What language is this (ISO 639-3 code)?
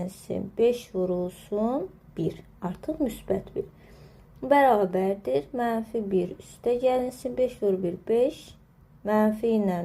aze